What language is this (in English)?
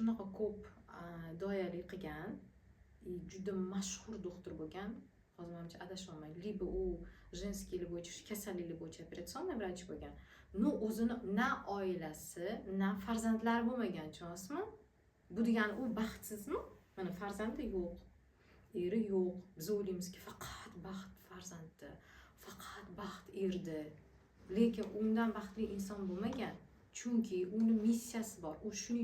Uzbek